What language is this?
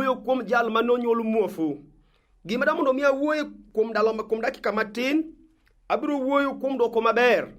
Luo (Kenya and Tanzania)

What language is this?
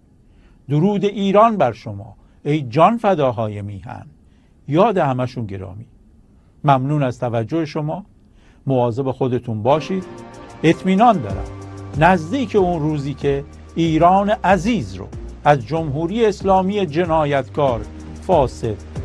Persian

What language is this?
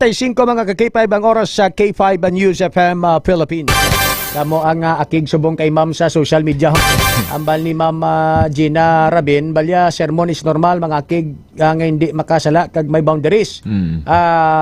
Hiligaynon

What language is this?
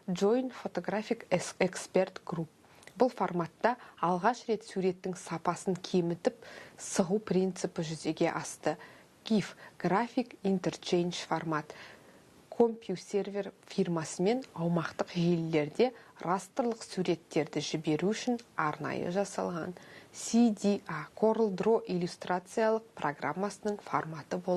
Kazakh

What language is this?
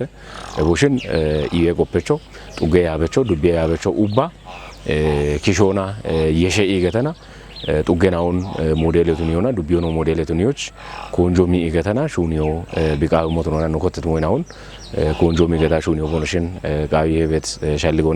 Kafa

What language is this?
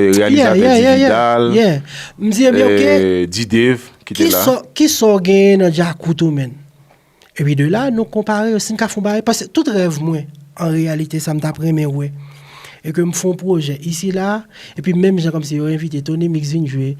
Haitian Creole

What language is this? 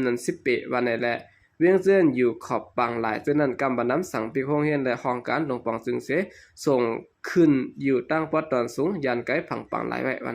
Shan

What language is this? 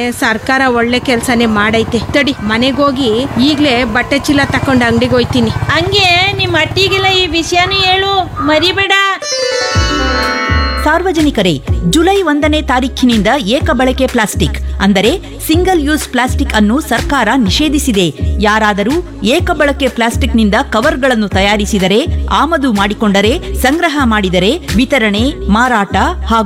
Kannada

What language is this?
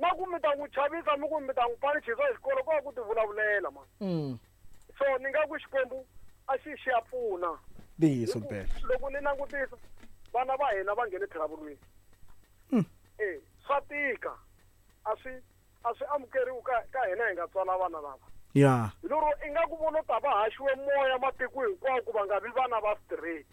Tsonga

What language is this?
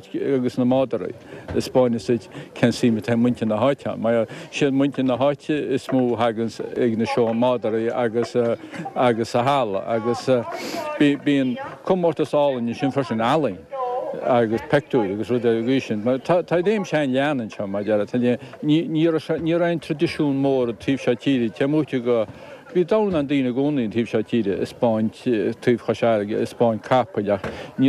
Irish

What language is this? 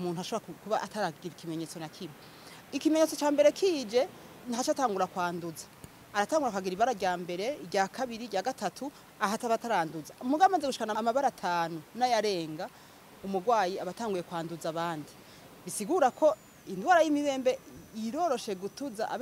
Rundi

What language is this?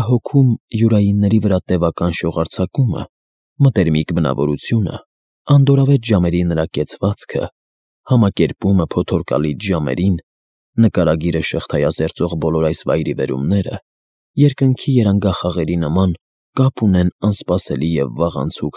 Armenian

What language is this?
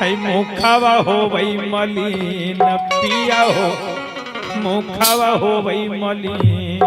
Magahi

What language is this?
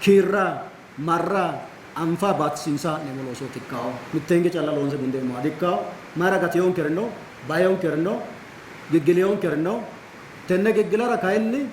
Sidamo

